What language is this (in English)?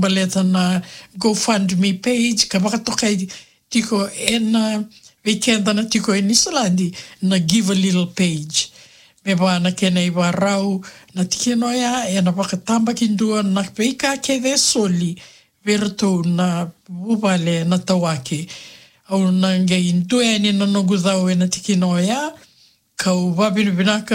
Fijian